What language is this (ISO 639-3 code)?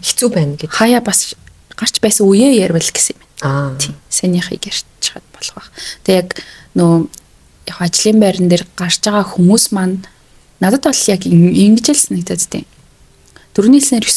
mon